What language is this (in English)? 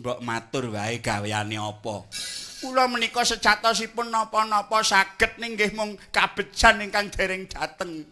Javanese